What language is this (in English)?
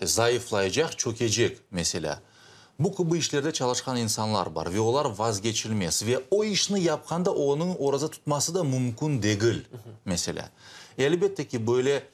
Crimean Tatar